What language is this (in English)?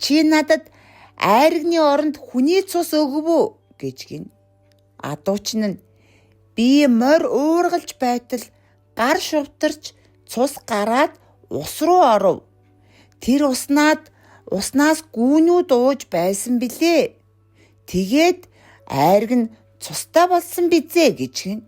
Mongolian